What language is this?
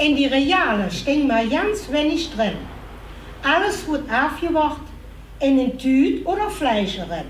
Limburgish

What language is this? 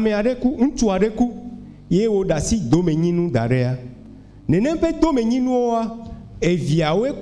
Ewe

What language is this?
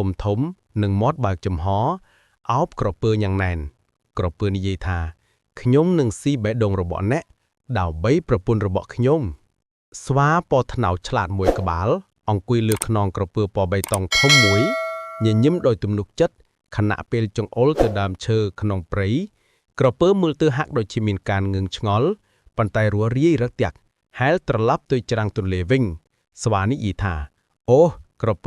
Khmer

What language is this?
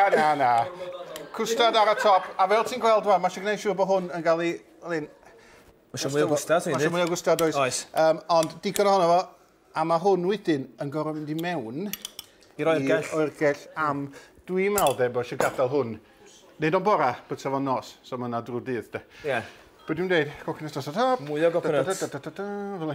Welsh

